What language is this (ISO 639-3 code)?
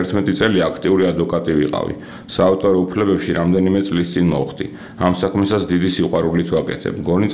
kat